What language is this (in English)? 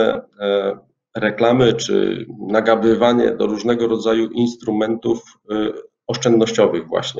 Polish